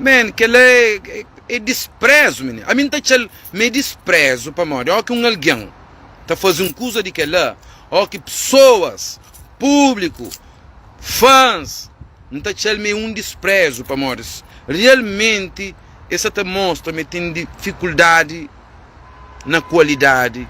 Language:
Kabuverdianu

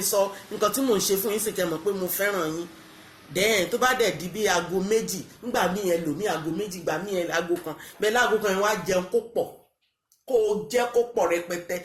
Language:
Yoruba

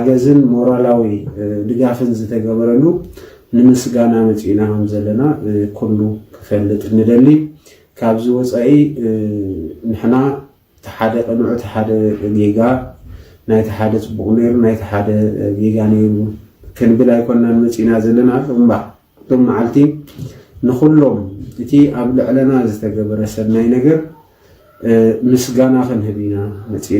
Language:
Tigrinya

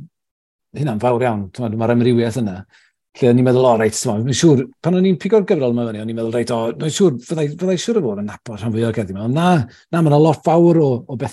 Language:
Welsh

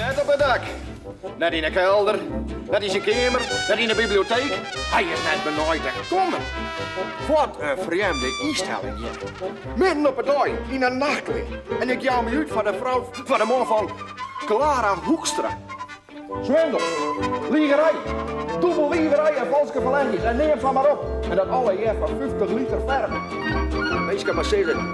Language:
Western Frisian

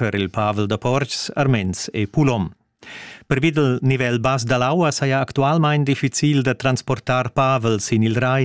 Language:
Romansh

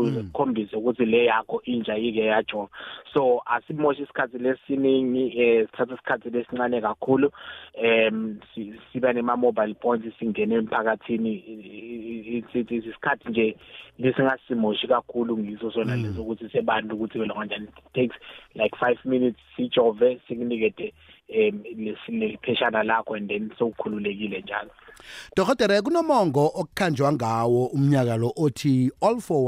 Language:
Swati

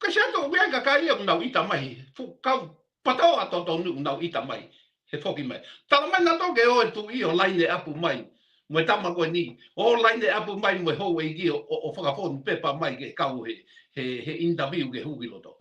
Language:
Tongan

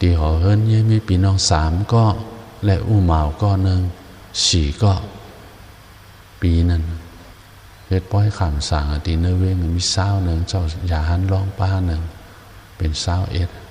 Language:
Shan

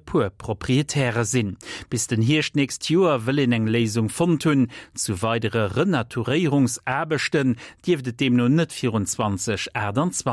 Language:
Luxembourgish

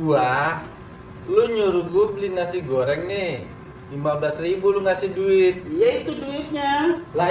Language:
Betawi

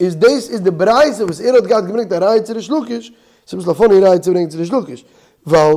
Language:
Yiddish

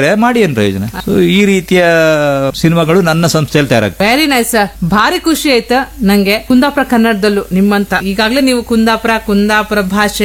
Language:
Kannada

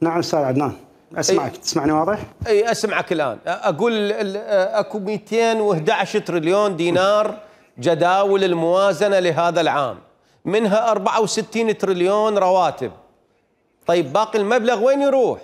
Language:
Mesopotamian Arabic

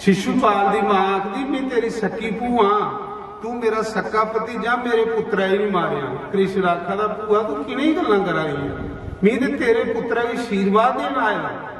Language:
Dogri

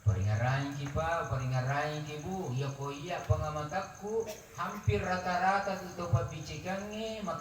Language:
Buginese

